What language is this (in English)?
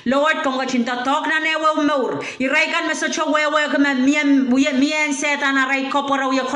Pohnpeian